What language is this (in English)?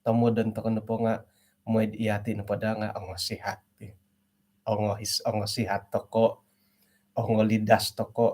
Central Dusun